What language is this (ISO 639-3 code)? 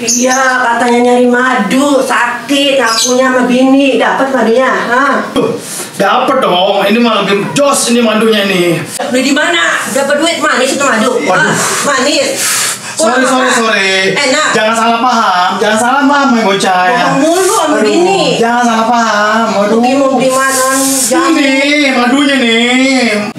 bew